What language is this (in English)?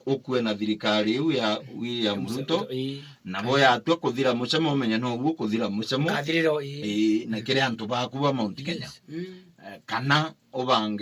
Meru